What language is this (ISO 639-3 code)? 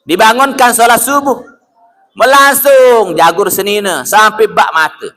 sas